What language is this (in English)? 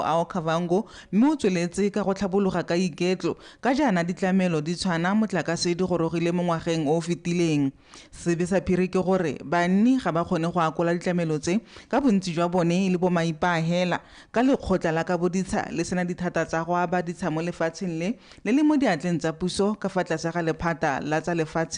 Tswana